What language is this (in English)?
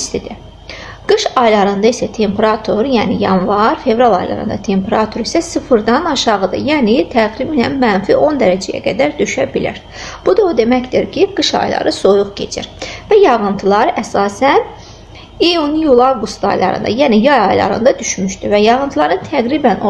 Azerbaijani